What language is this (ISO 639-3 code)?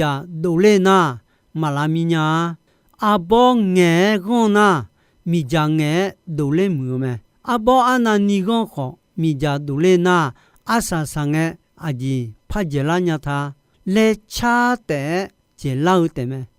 ahk